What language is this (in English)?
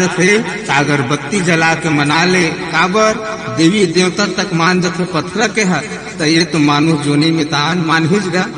Chhattisgarhi